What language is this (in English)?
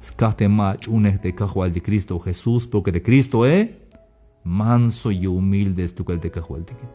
Tzeltal